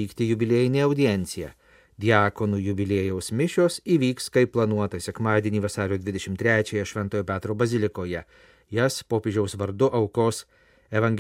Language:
Lithuanian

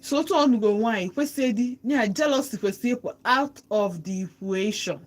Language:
Igbo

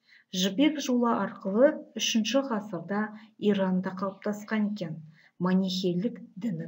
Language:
Kazakh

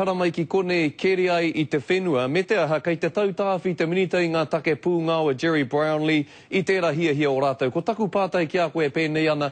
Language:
Māori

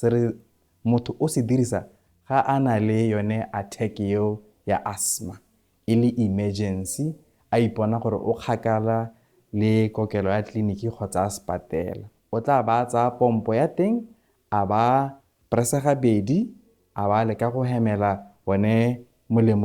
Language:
Tswana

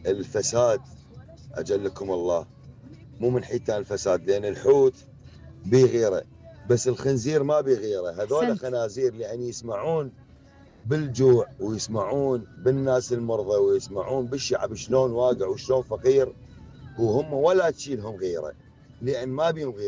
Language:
Mesopotamian Arabic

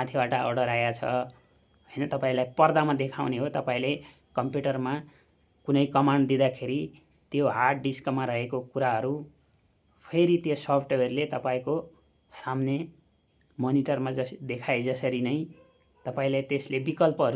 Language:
Nepali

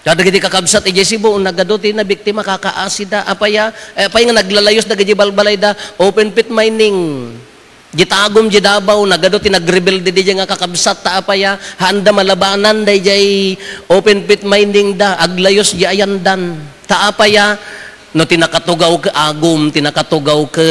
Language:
Iloko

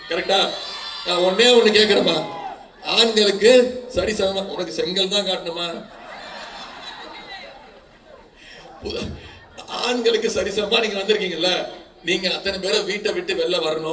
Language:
Tamil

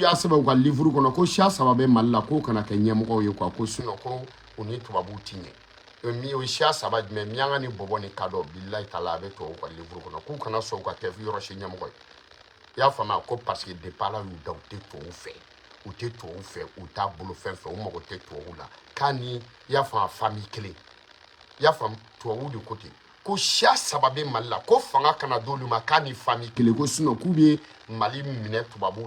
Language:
Bambara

